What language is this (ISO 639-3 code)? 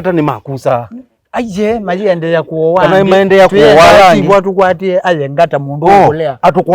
kam